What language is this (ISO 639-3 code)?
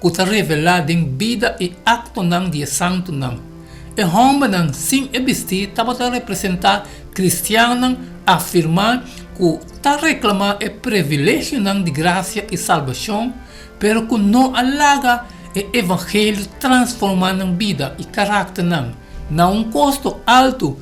pap